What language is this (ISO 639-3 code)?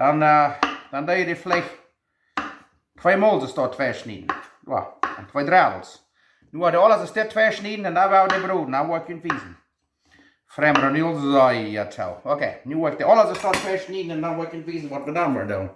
pdt